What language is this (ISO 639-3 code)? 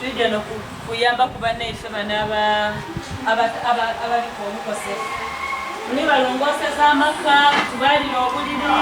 xog